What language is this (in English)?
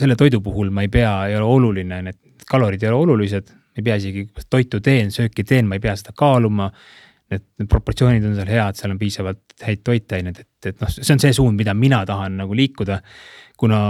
Estonian